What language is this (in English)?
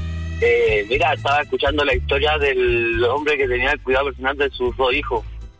Spanish